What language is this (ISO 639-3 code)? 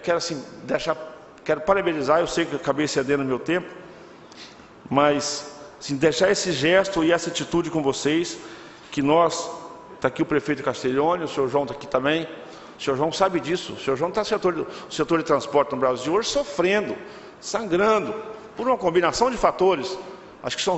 por